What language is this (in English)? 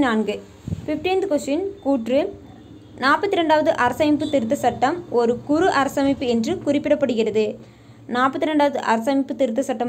Tamil